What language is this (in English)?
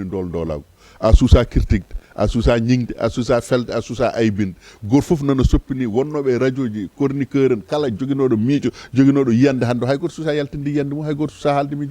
Fula